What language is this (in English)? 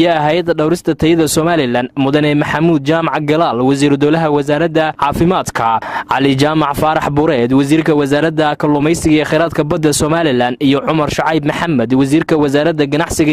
Somali